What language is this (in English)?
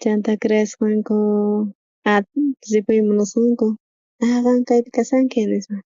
South Bolivian Quechua